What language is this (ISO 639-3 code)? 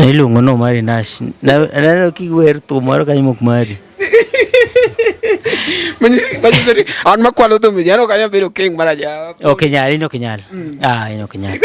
luo